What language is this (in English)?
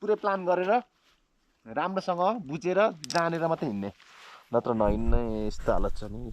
Nepali